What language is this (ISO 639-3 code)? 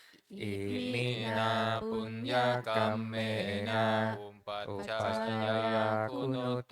pli